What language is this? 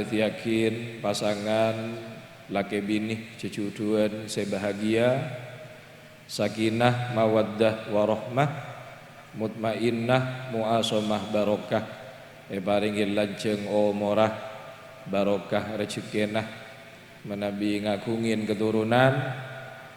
Madurese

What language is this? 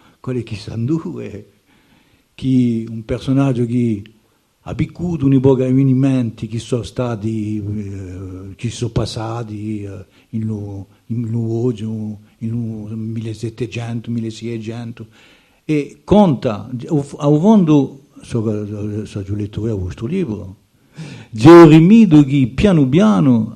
Corsican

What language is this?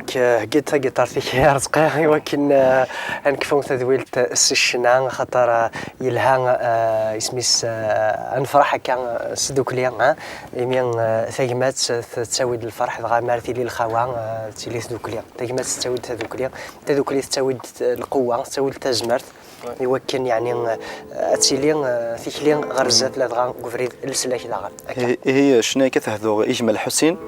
Kabyle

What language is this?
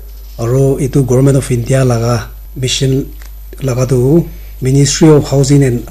Naga Pidgin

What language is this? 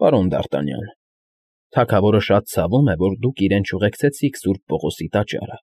Armenian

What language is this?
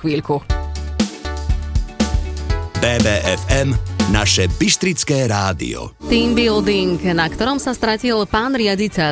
Slovak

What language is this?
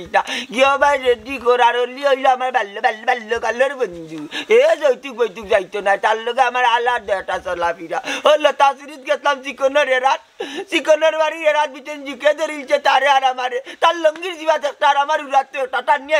Sylheti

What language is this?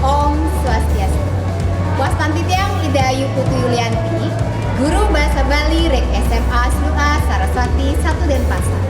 Balinese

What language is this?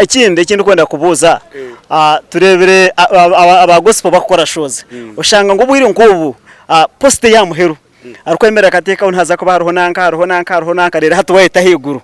Nyankole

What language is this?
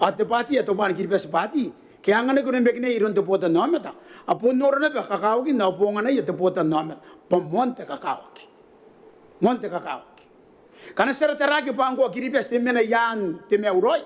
Gilbertese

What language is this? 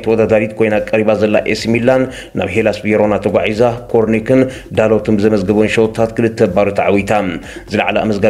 Tigrinya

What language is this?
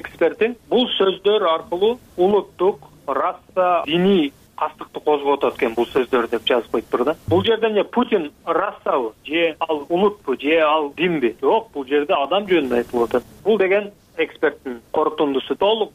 Kyrgyz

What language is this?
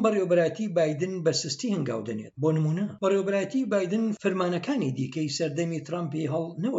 Central Kurdish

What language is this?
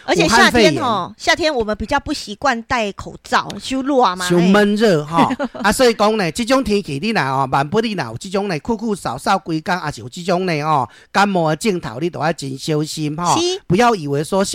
Min Nan Chinese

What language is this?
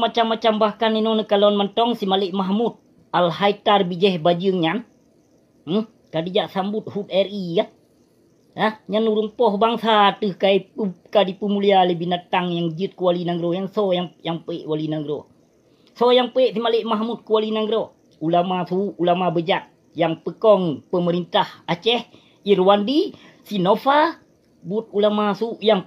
Achinese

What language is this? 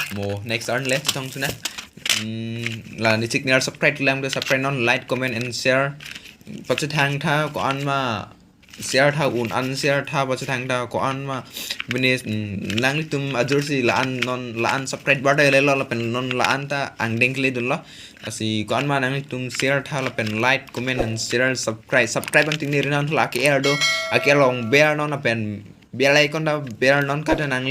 Karbi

